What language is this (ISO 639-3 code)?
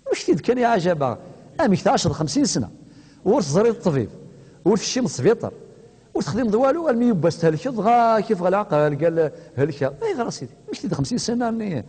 kab